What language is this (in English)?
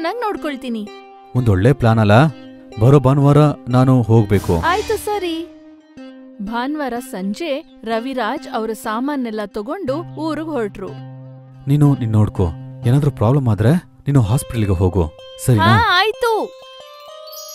Kannada